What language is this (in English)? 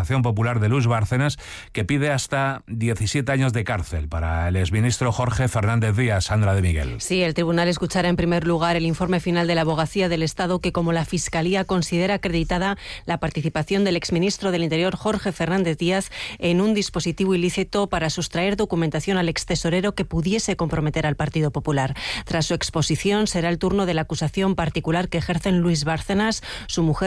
Spanish